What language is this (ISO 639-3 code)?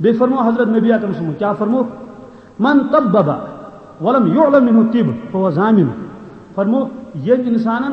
kas